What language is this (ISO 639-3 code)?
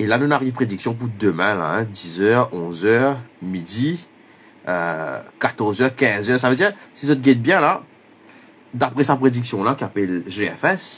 mfe